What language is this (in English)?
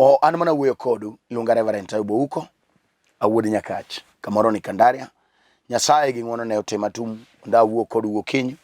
Luo (Kenya and Tanzania)